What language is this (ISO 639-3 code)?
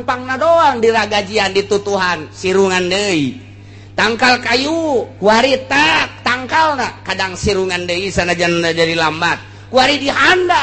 sun